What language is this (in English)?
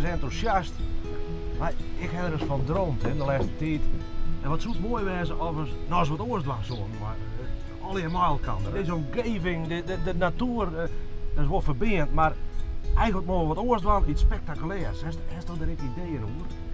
Western Frisian